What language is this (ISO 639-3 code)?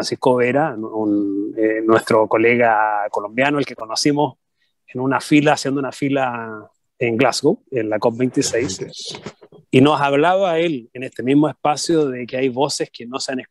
spa